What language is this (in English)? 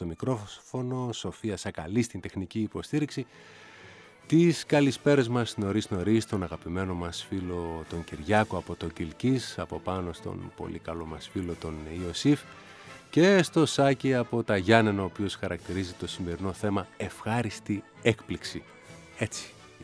Greek